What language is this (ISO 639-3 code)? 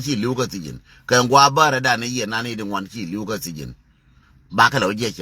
nus